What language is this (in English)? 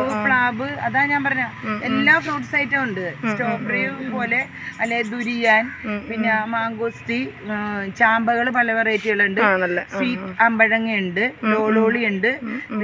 Malayalam